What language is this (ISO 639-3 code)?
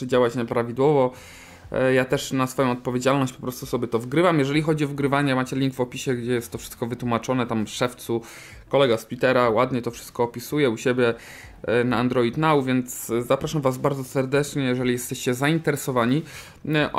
pol